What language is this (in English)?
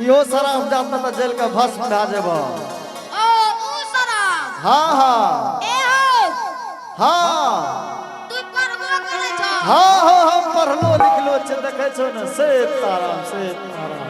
Angika